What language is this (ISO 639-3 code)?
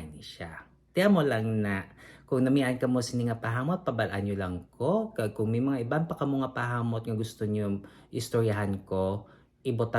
hil